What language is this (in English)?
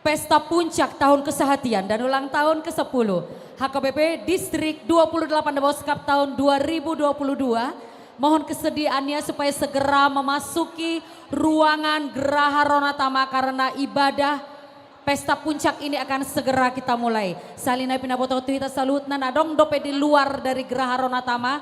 Batak Toba